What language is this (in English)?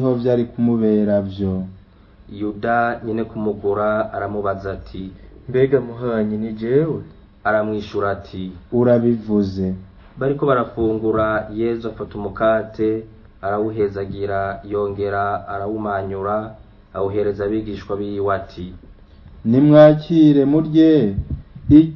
Rundi